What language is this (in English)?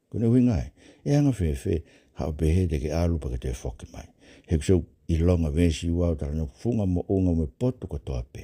Tongan